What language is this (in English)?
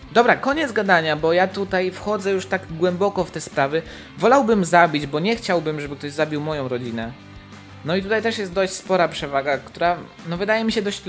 Polish